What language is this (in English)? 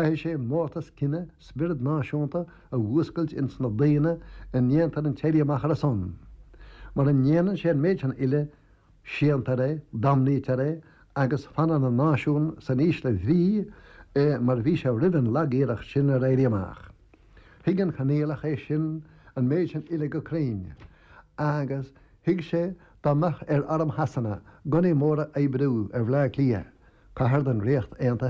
Irish